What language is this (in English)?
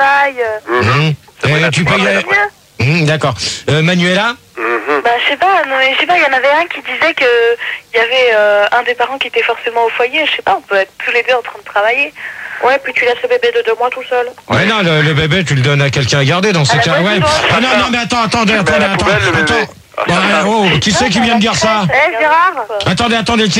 French